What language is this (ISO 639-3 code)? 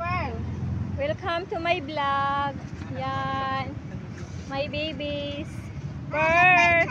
ceb